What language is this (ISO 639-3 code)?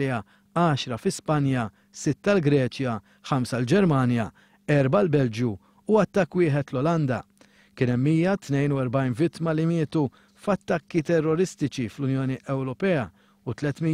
mlt